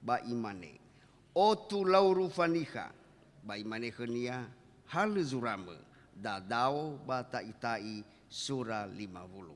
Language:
Nias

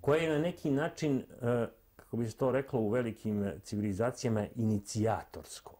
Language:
Serbian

